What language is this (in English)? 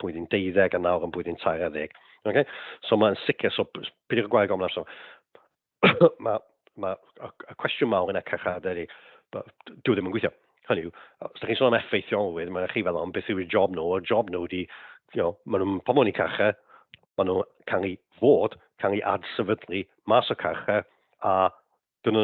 Welsh